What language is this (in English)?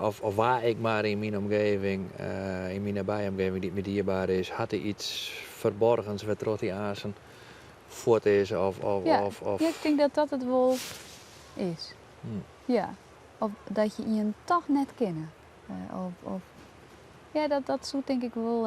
Western Frisian